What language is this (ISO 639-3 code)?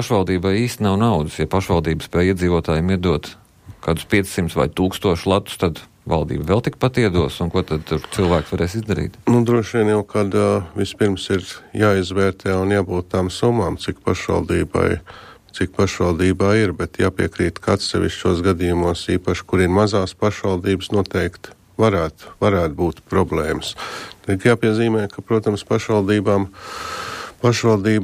lav